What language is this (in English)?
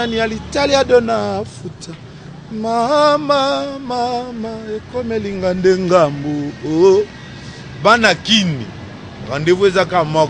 Lingala